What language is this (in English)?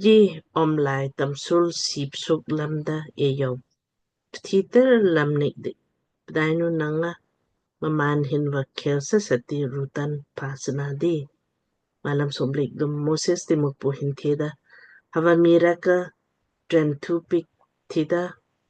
Lamkang